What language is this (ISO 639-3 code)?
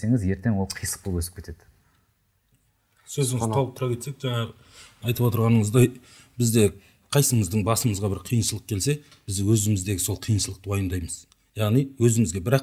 kaz